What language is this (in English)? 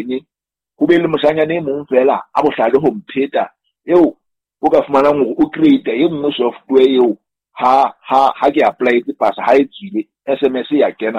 Southern Sotho